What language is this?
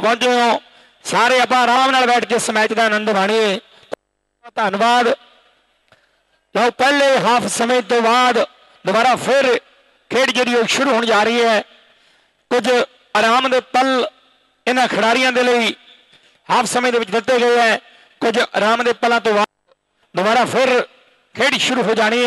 Punjabi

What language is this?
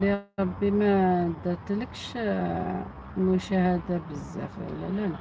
Algerian Arabic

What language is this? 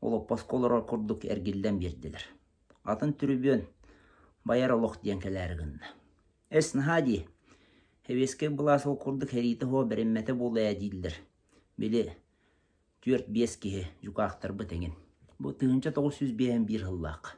Yakut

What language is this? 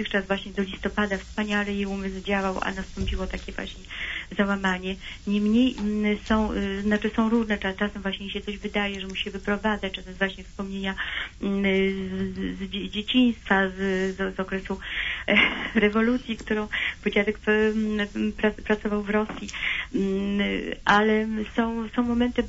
Polish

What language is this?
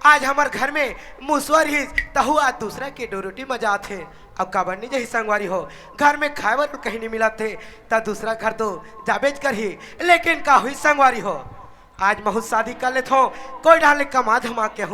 Chhattisgarhi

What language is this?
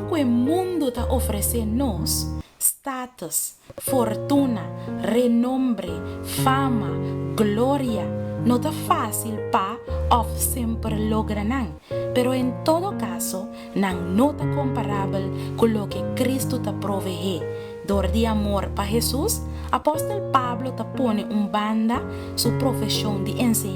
Papiamento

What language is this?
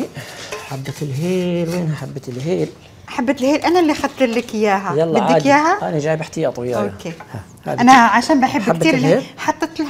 Algerian Arabic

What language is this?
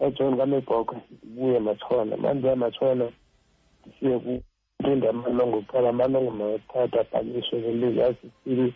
Xhosa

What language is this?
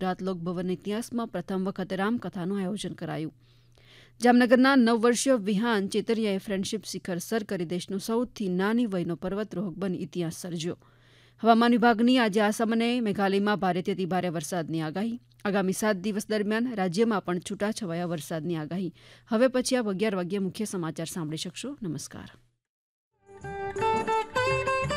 Gujarati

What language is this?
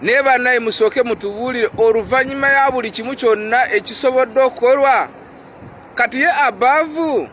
Ganda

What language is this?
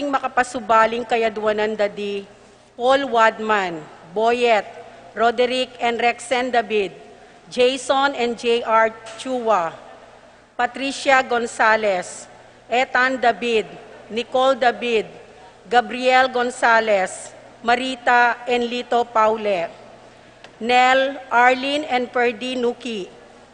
Pampanga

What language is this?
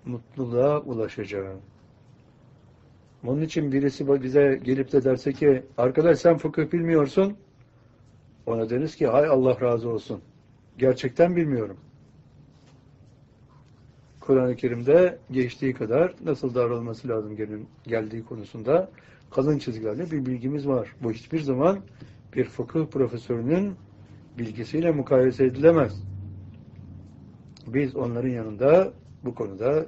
Turkish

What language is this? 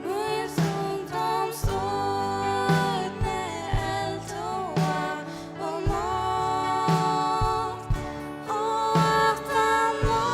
Faroese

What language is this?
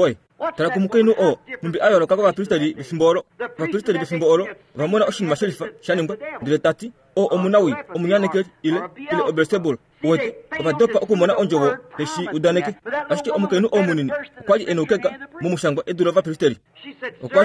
Kuanyama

